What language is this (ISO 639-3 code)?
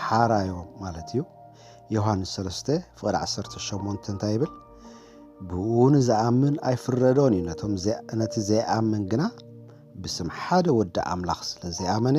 tir